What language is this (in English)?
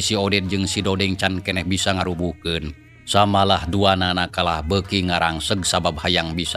Sundanese